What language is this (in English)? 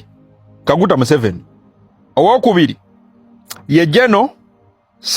Ganda